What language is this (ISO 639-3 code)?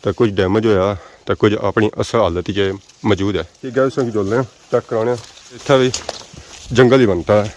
phr